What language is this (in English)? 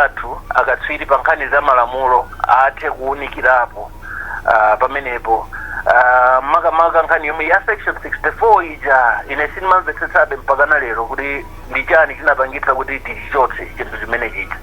Nyanja